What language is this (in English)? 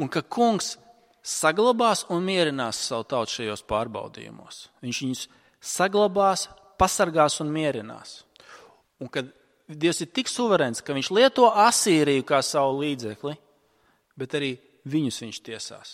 Latvian